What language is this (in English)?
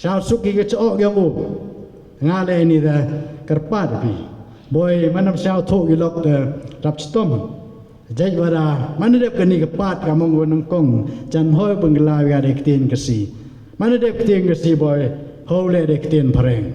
Pnar